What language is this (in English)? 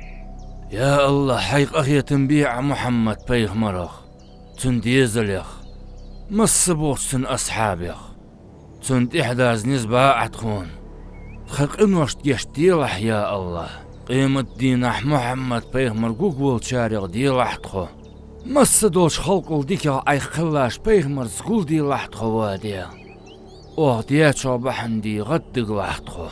Ingush